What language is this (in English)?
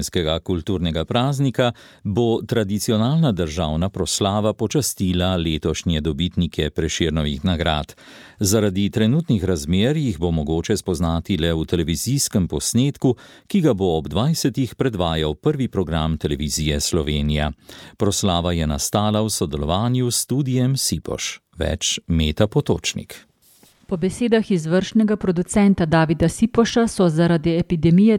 Slovenian